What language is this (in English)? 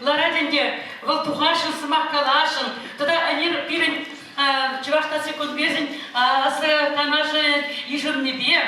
Chuvash